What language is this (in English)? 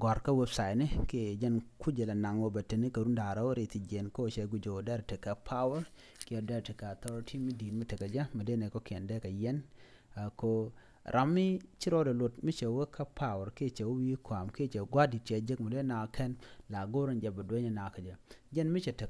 Nuer